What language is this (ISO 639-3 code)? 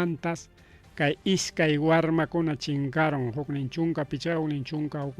quy